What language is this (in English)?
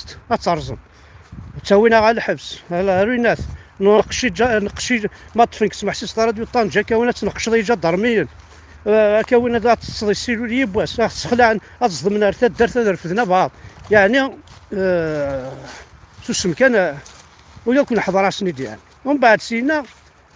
Kabyle